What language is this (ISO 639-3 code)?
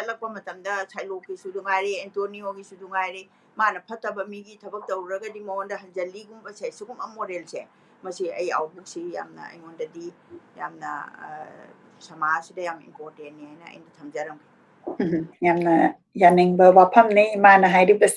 mni